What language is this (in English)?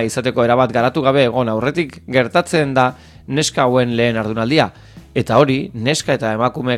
Basque